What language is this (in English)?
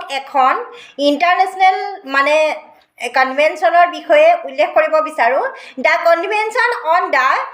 Assamese